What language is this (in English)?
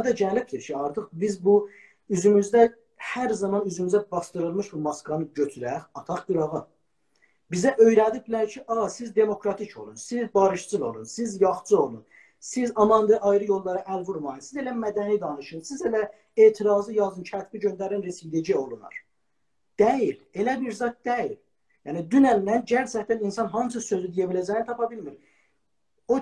South Azerbaijani